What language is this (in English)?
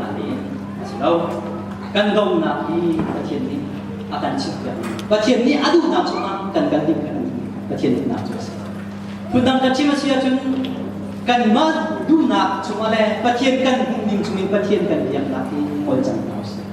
Hakha Chin